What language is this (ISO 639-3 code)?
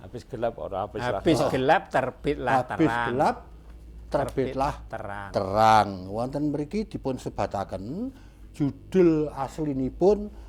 jav